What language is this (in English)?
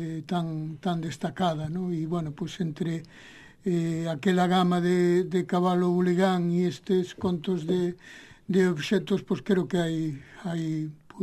Galician